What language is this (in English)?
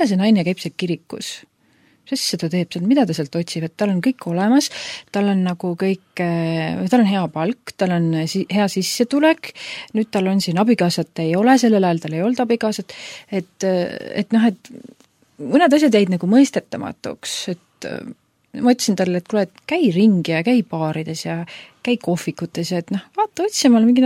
Estonian